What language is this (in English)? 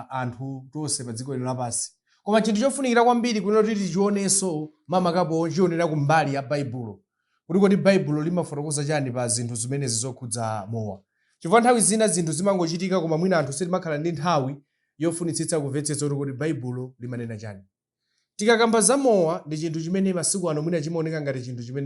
Nyanja